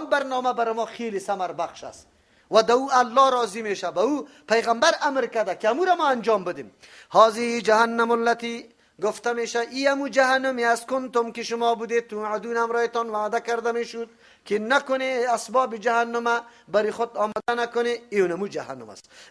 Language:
Persian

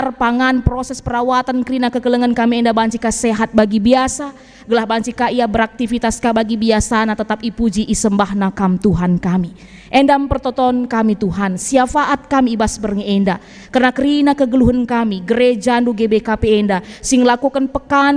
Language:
Batak Karo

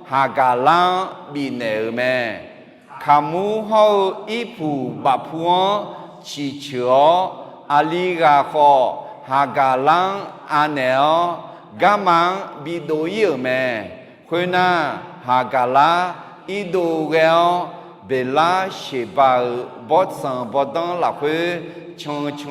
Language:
Akha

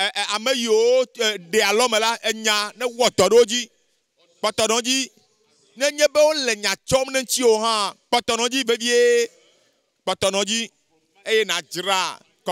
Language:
Ewe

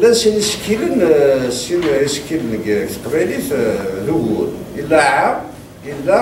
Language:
Kabyle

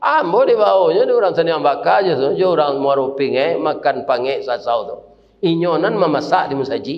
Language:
Minangkabau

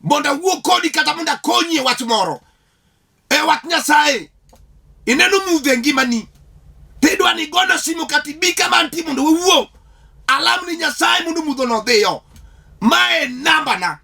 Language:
Luo (Kenya and Tanzania)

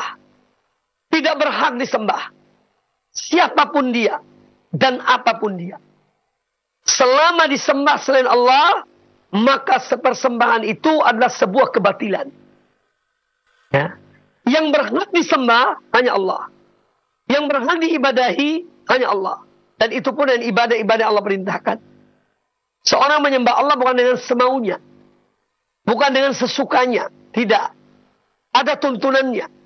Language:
Indonesian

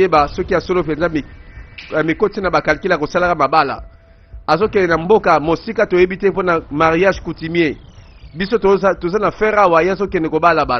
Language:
Lingala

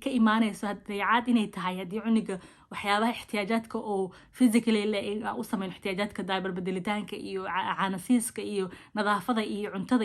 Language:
Somali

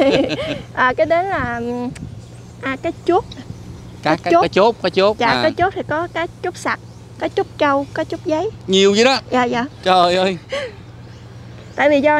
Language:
Vietnamese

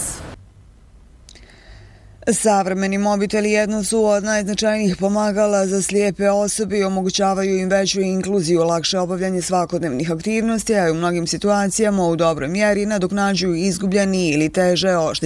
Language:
Bosnian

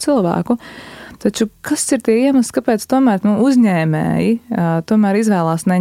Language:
Latvian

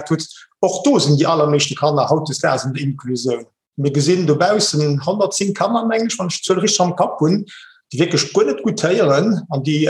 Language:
Luxembourgish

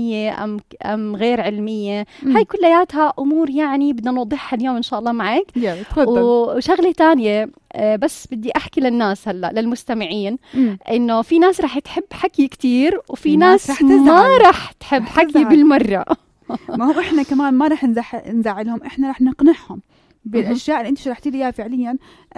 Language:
North Levantine Arabic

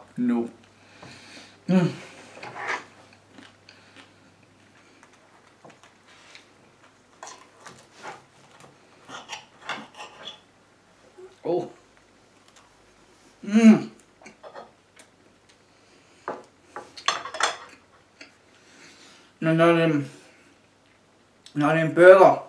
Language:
Danish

